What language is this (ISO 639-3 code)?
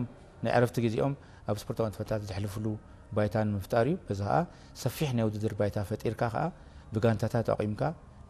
tir